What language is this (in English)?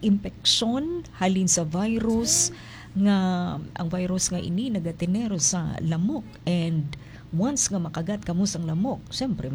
Hiligaynon